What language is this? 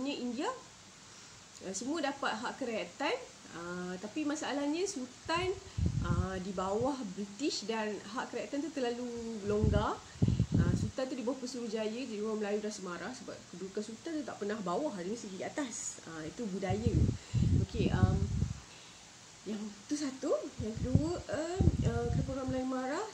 Malay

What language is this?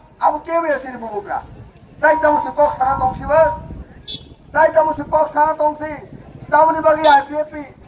Kok Borok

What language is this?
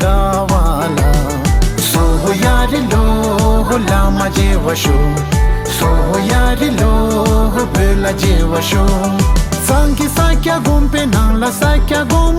Tibetan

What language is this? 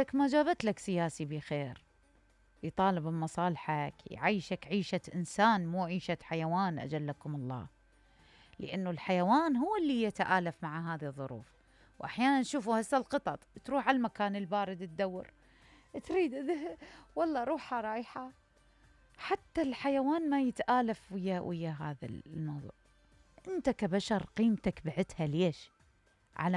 Mesopotamian Arabic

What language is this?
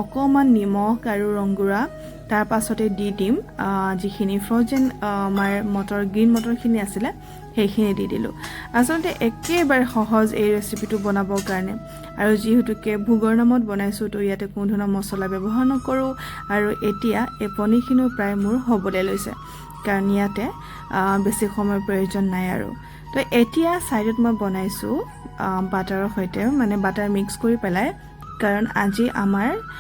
Assamese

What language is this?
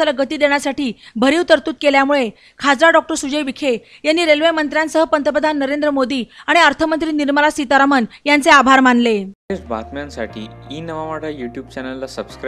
Marathi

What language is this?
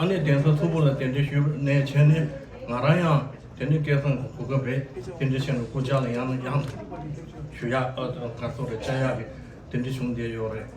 Tibetan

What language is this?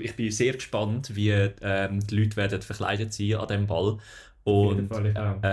German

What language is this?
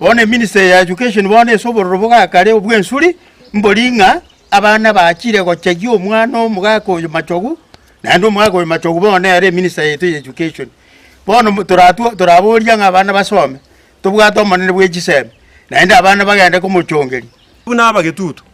Gusii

